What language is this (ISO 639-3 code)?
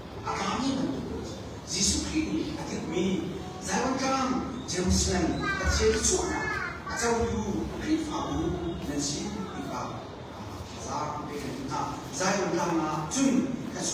cnh